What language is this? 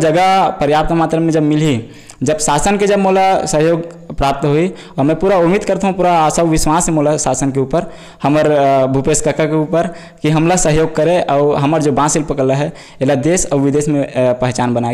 Chhattisgarhi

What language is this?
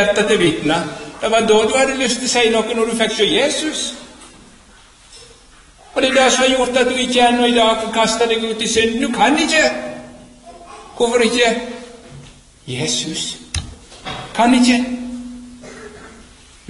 Norwegian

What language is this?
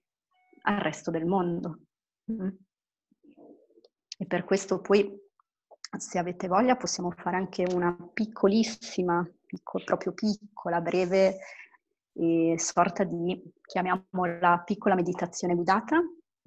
Italian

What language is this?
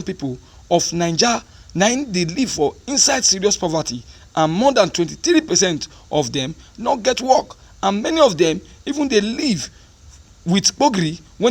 Nigerian Pidgin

